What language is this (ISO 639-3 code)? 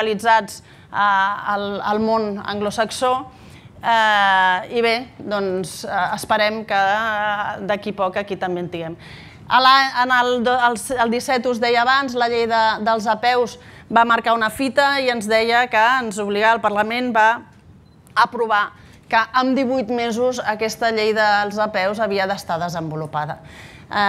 cat